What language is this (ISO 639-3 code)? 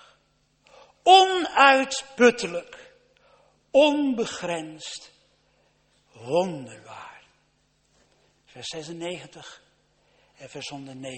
nld